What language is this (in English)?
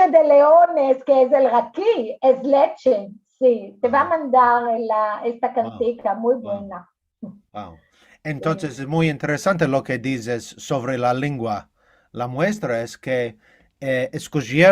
Ladino